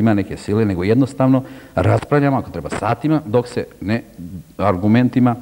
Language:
Serbian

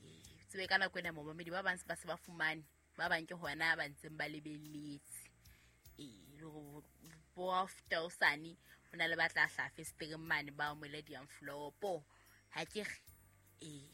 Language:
Southern Sotho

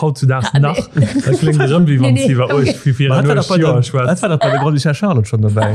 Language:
Luxembourgish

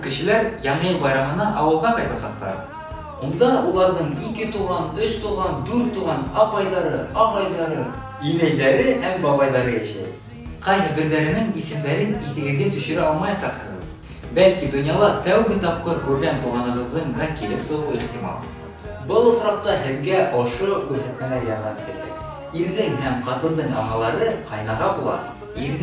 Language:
Bashkir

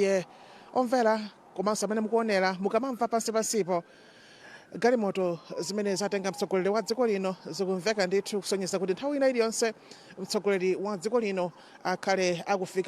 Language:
Nyanja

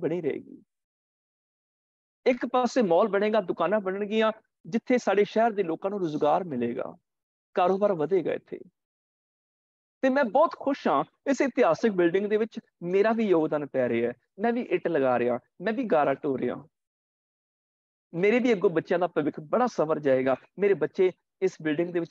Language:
Punjabi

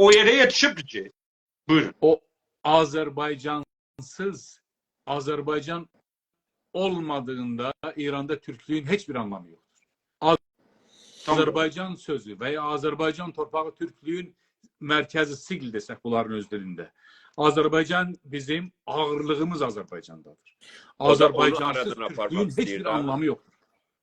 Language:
South Azerbaijani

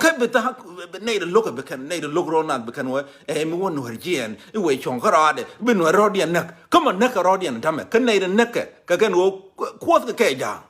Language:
Nuer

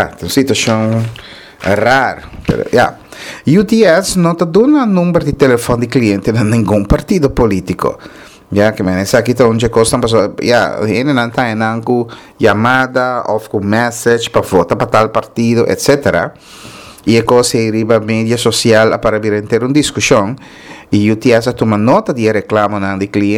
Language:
Papiamento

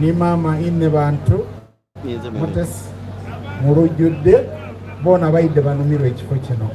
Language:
Soga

